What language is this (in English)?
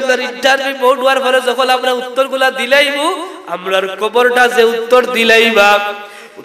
Sylheti